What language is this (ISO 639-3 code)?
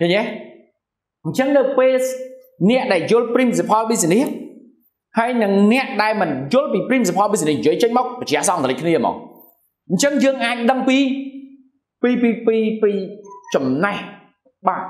khm